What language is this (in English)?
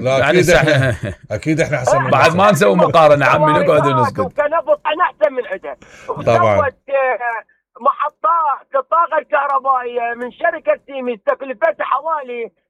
Mesopotamian Arabic